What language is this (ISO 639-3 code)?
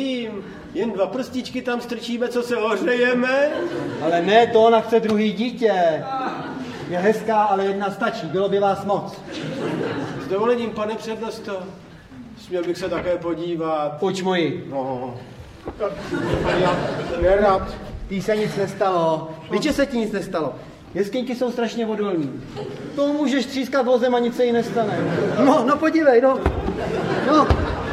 ces